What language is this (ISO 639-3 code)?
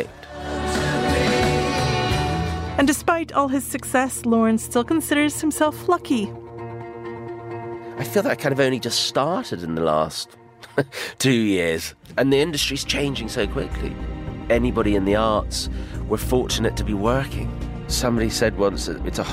eng